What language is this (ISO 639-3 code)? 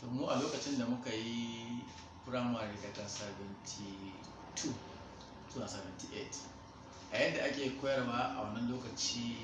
hau